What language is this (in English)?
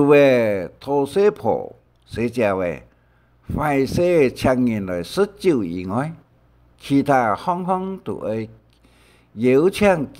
Hakka Chinese